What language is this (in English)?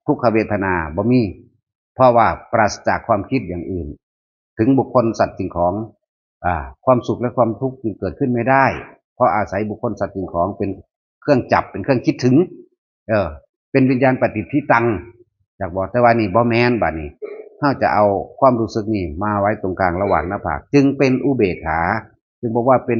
Northeastern Thai